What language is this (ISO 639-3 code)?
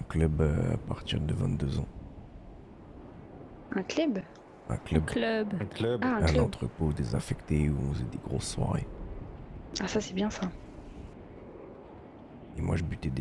fra